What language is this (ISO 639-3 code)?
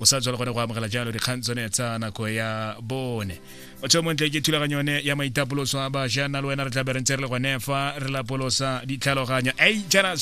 tsn